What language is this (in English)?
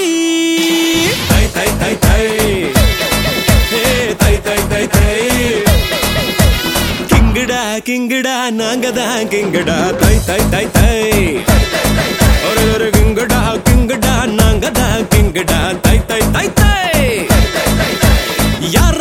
Tamil